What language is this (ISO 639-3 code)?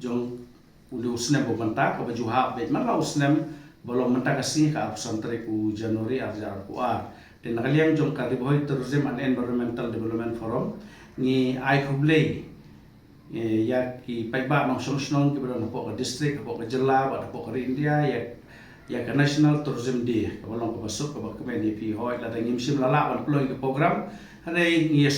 kha